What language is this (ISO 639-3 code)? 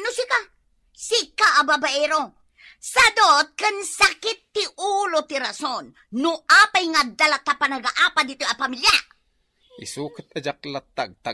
ilo